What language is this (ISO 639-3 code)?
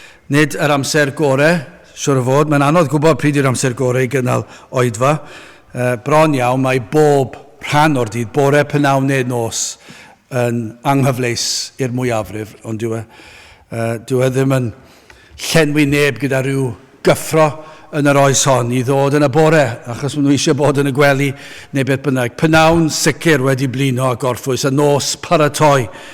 cym